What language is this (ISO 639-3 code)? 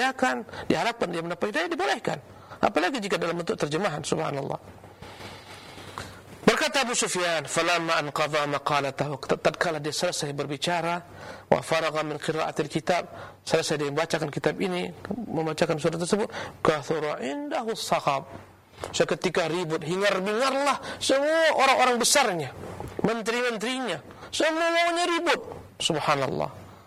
ind